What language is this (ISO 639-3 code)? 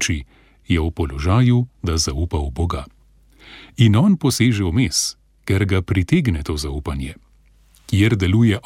slv